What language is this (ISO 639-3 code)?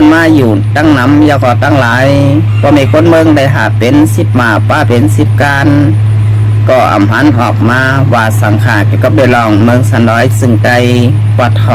shn